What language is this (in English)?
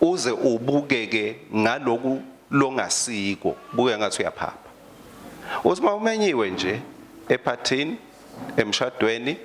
Swati